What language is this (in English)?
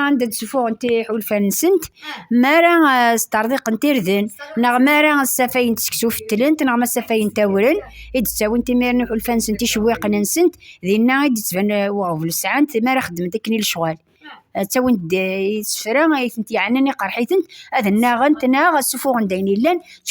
Kabyle